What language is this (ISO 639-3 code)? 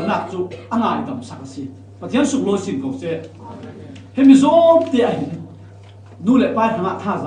cfm